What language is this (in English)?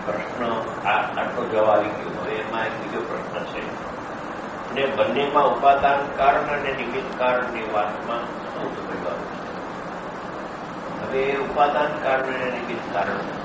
Gujarati